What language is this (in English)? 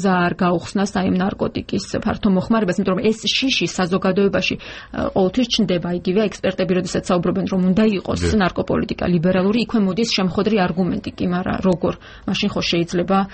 Georgian